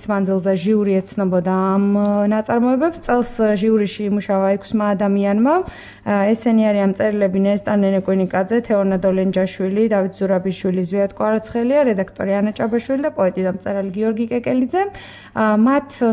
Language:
Georgian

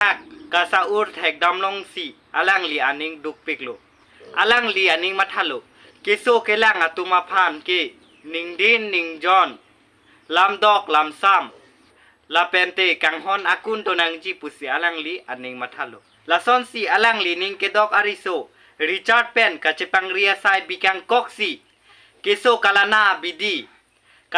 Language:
Karbi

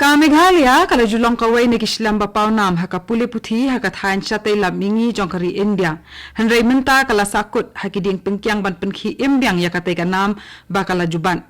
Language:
Khasi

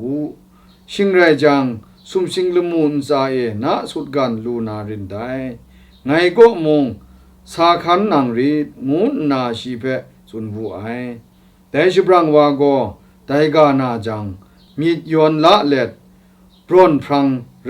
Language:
Kachin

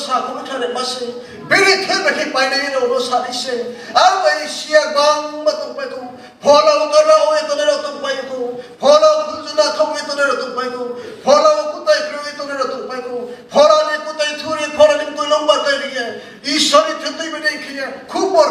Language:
Riang (India)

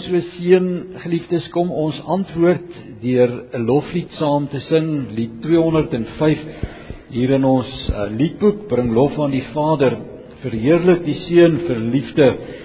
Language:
Afrikaans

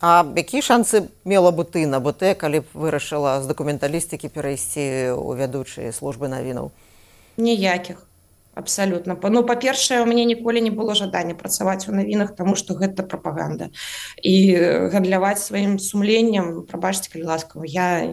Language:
Belarusian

